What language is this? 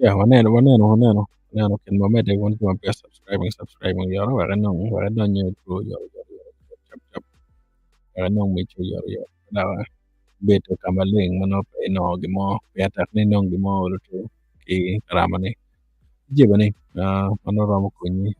Acoli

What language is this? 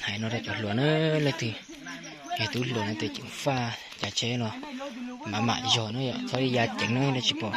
Hmong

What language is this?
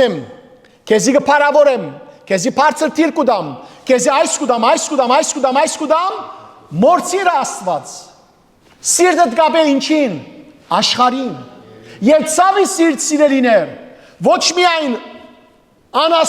Western Armenian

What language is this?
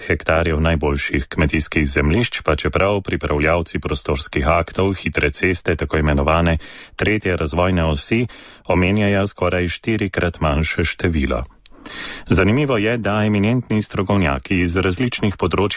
Slovenian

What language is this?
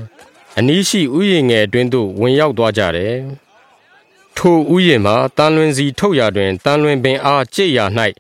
Burmese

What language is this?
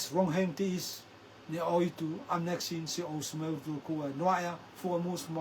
Rotuman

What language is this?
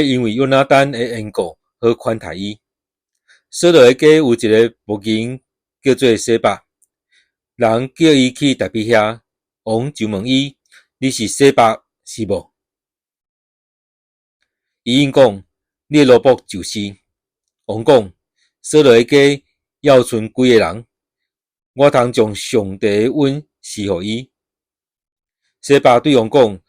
Min Nan Chinese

